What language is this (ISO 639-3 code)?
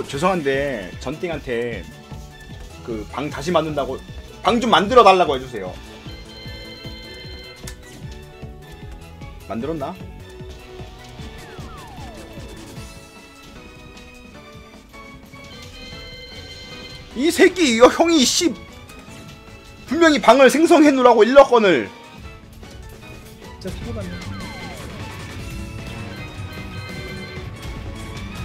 kor